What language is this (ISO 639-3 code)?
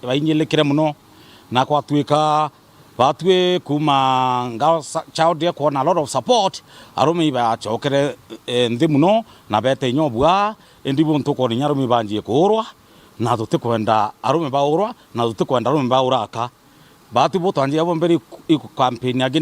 mer